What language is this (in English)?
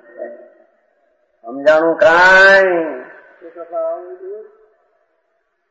Gujarati